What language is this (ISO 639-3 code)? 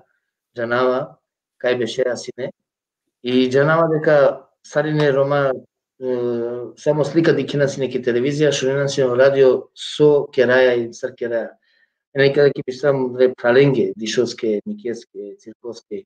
rmn